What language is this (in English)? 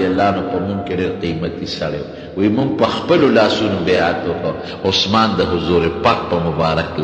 Pashto